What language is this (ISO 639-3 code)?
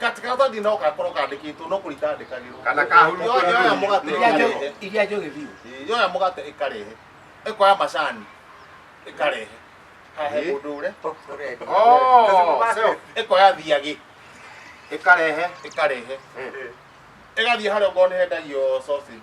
kik